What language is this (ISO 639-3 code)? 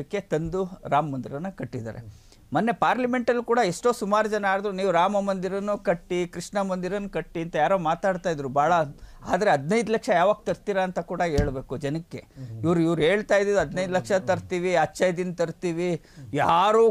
kan